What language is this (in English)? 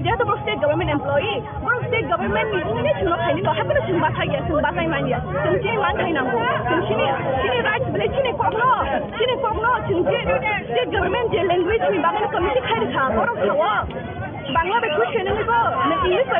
Kok Borok